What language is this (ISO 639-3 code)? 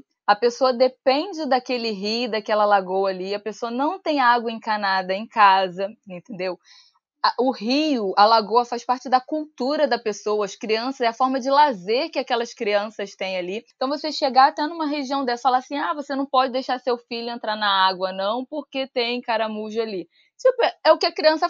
por